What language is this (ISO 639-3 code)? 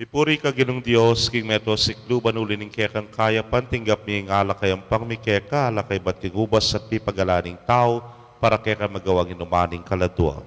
pam